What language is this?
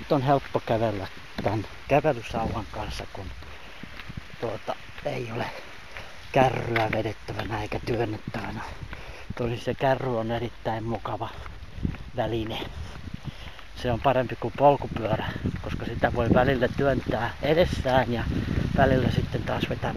Finnish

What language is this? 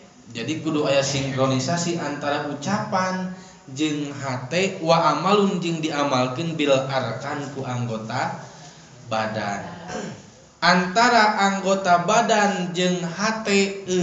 Sundanese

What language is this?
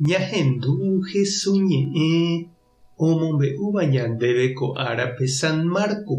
Guarani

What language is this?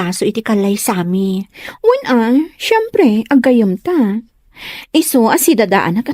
Iloko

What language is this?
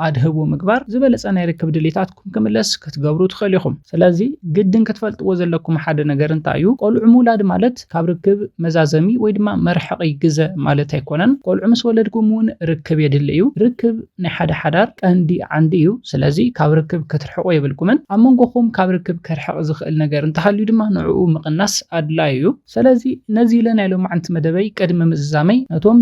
Tigrinya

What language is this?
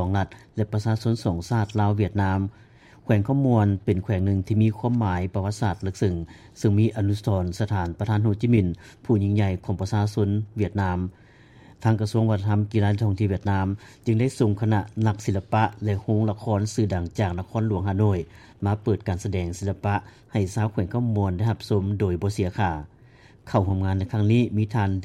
Lao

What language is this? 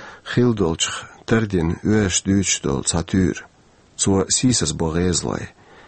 Chechen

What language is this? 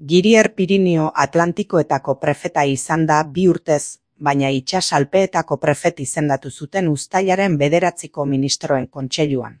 Basque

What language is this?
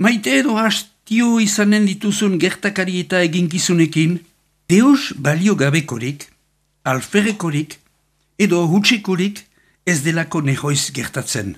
Basque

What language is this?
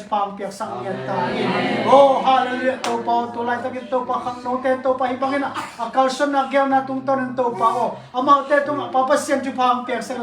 Tedim Chin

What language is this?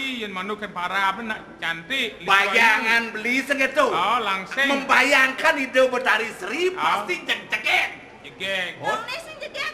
Balinese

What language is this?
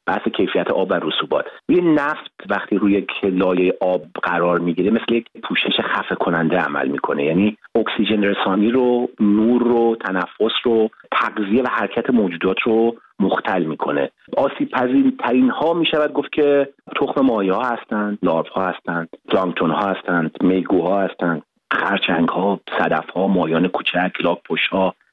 Persian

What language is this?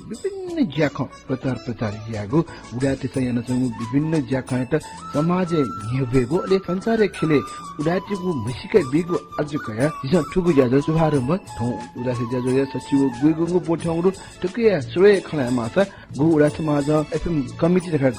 Newari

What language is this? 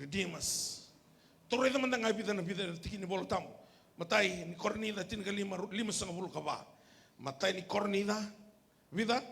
Fijian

